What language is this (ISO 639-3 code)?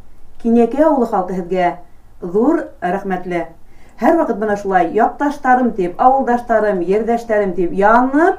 bak